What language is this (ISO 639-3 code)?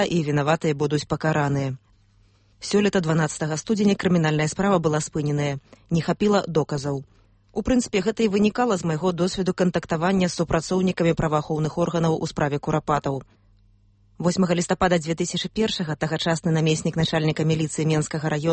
bel